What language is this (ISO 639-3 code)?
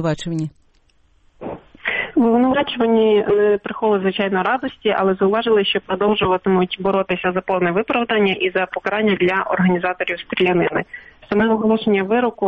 ukr